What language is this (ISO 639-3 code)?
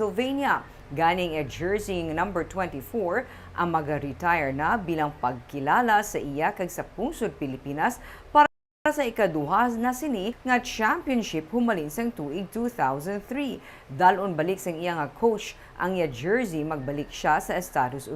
hil